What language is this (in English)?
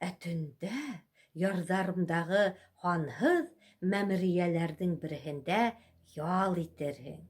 Bashkir